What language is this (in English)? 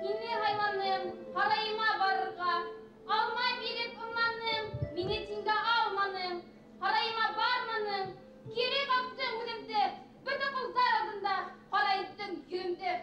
Bashkir